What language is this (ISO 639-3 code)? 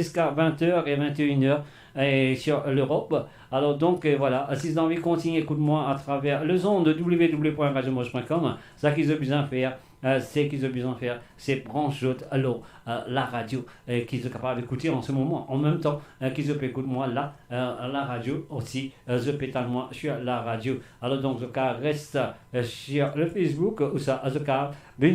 mfe